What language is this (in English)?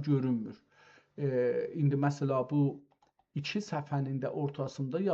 South Azerbaijani